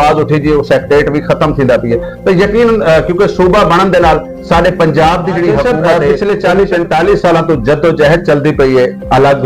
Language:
Saraiki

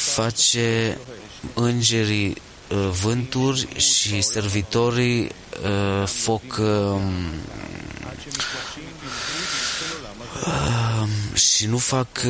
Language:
Romanian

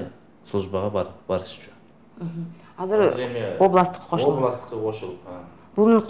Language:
Kyrgyz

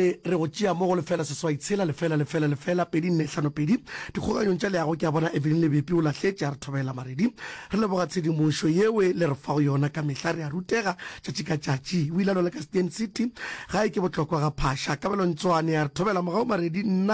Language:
Northern Sotho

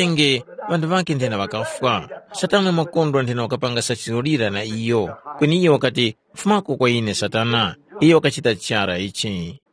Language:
Tumbuka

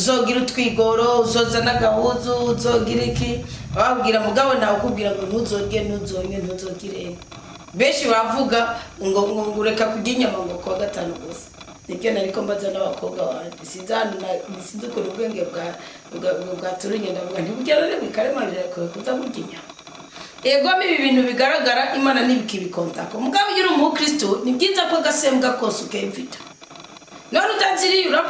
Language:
Rundi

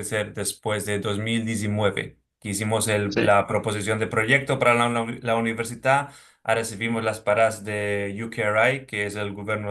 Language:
Ladino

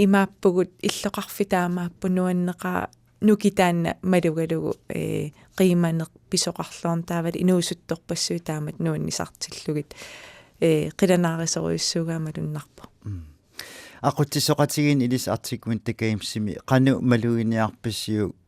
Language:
Kalaallisut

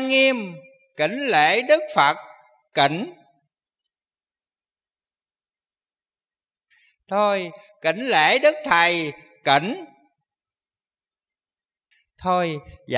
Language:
Vietnamese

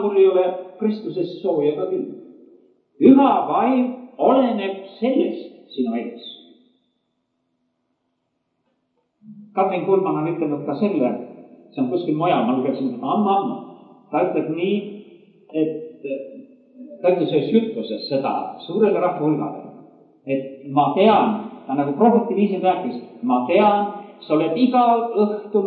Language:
Estonian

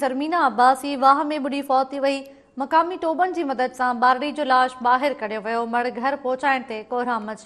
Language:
Sindhi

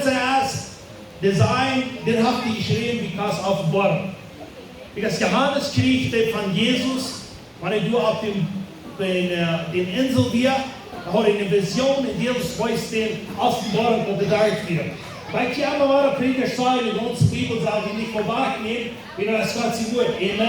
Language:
Plautdietsch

